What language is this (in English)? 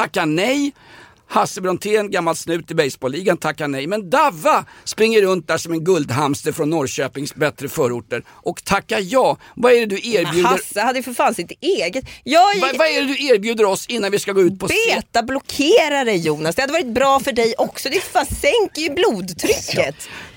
Swedish